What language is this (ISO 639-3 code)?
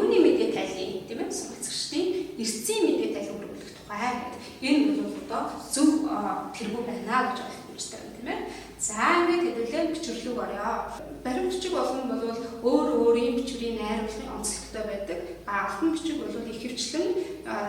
mon